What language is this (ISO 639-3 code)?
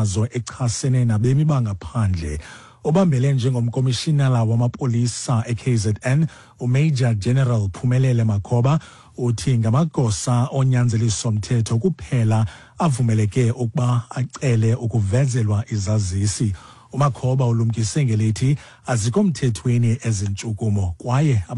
xho